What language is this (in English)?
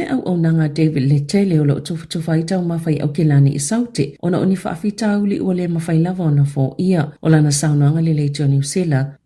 Samoan